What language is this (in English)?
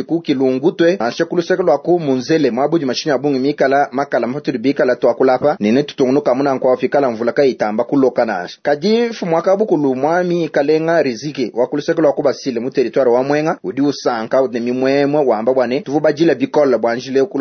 Luba-Lulua